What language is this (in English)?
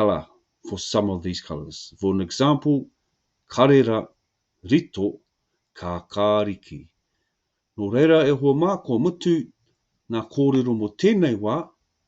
Māori